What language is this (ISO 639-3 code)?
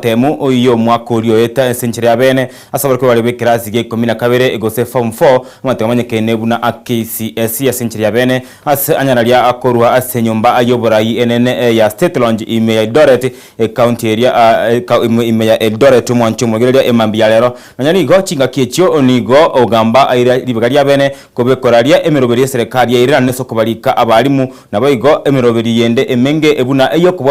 guz